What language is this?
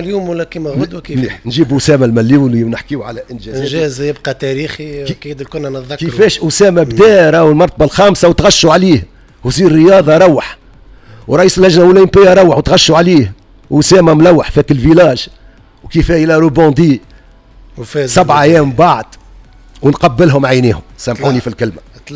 Tunisian Arabic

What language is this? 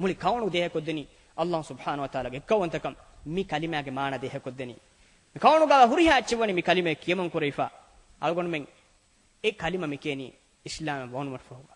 Divehi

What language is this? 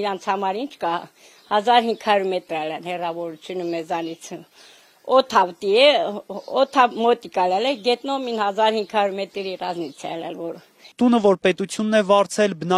Armenian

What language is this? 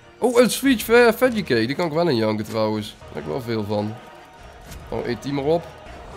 Dutch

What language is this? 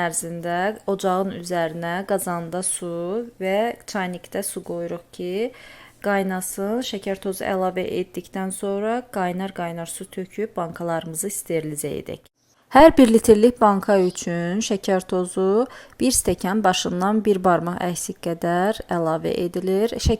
Azerbaijani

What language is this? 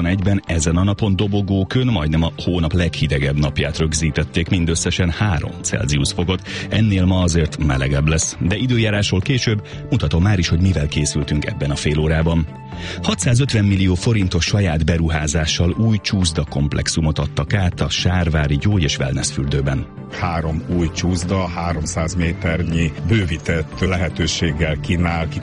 Hungarian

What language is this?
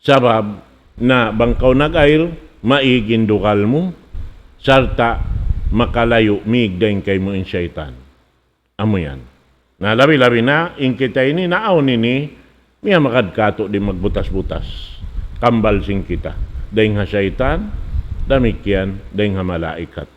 Tausug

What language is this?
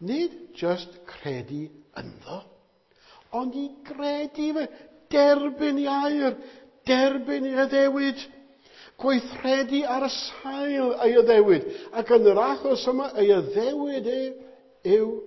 Welsh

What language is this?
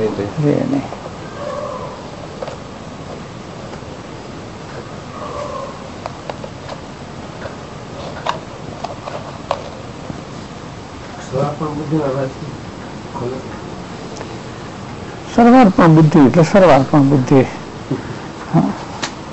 Gujarati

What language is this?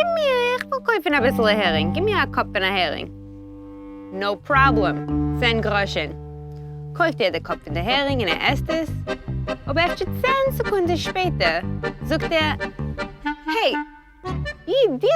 Yiddish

